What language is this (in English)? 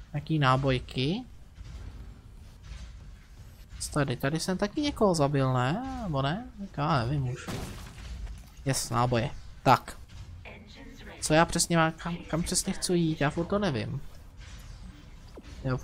Czech